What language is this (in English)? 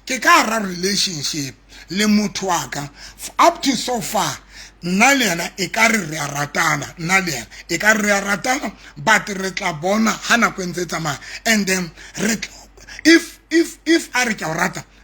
Southern Sotho